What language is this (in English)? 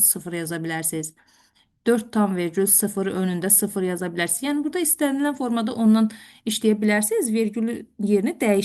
Azerbaijani